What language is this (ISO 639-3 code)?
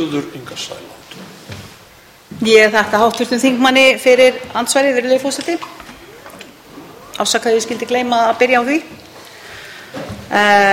isl